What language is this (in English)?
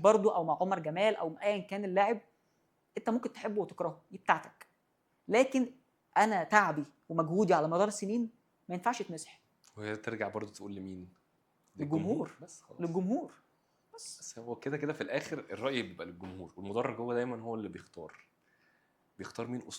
Egyptian Arabic